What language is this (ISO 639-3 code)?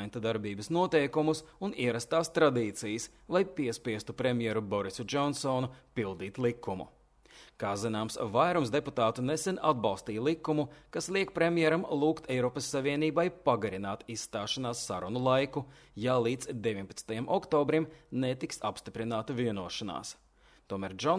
lav